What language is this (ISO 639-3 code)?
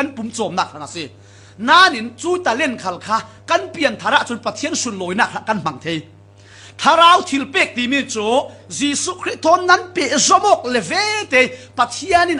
cfm